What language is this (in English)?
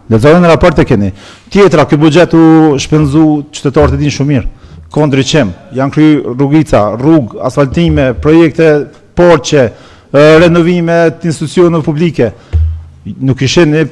Albanian